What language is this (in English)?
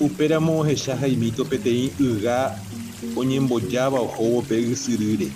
Guarani